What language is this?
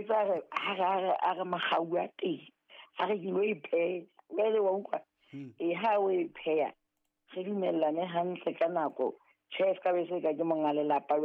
Southern Sotho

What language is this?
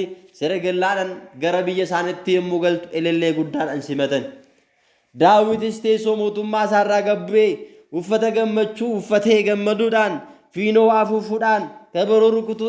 Oromo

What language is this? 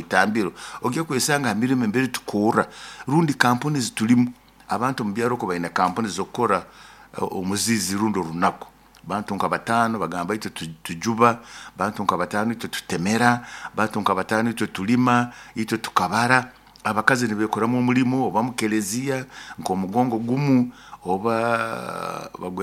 Nyoro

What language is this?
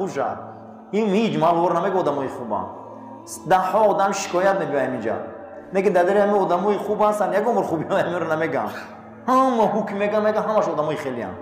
Tajik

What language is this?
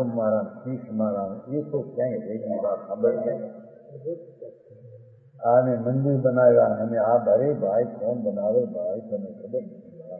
Gujarati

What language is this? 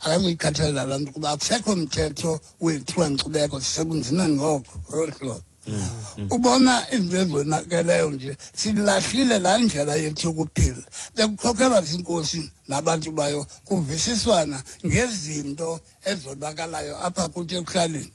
Xhosa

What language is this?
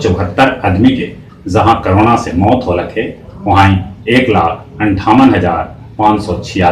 Magahi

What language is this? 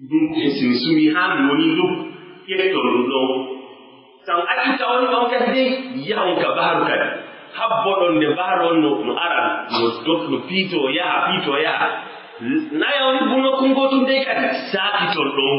Pular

